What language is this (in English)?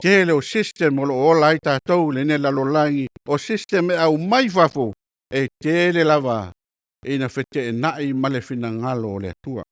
Samoan